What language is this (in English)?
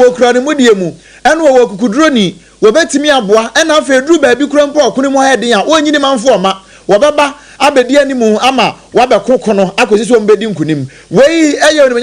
Akan